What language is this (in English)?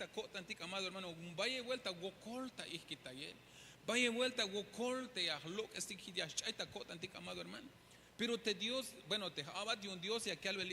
Tzeltal